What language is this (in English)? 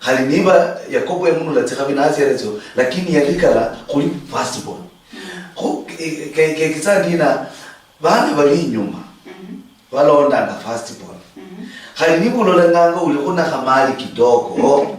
Luyia